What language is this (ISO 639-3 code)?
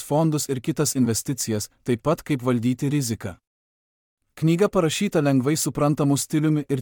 lit